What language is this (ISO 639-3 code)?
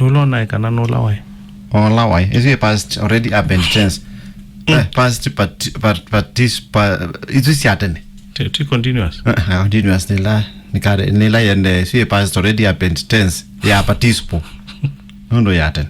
kam